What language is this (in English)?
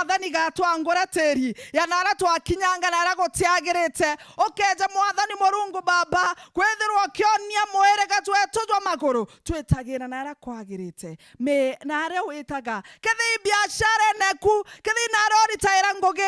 Meru